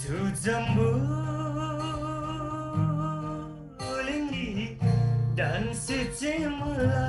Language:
Eastern Tamang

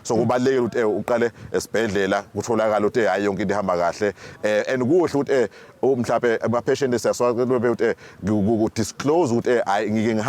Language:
Zulu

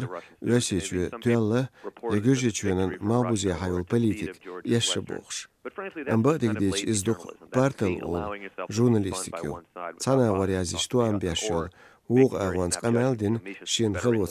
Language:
Chechen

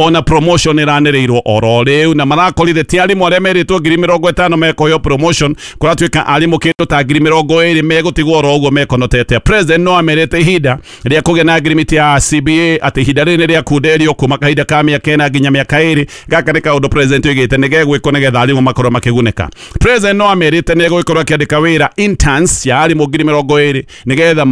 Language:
Kikuyu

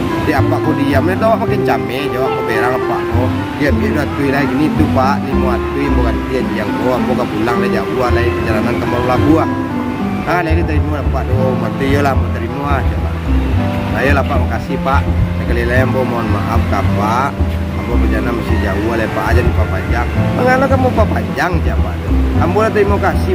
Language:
Minangkabau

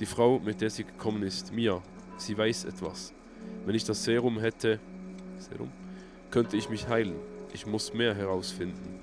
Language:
Swiss German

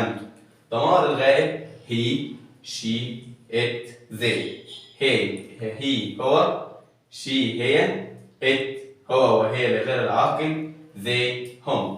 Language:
Egyptian Arabic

